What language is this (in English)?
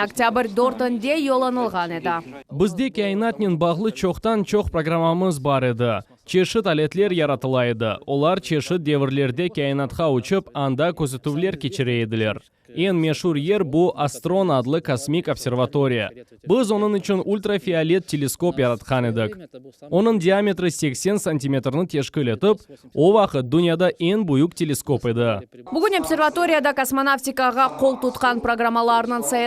Crimean Tatar